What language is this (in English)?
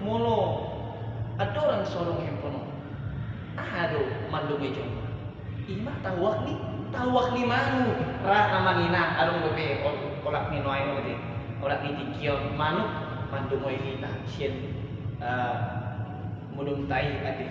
Batak Toba